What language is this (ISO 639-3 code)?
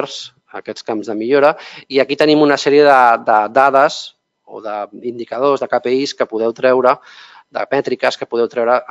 cat